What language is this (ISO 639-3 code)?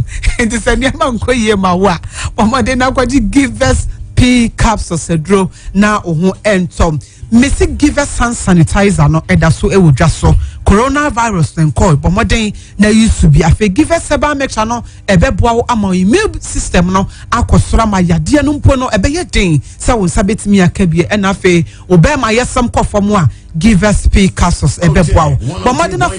aka